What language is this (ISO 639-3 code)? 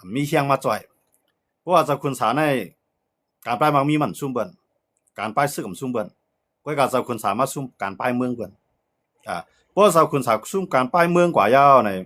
shn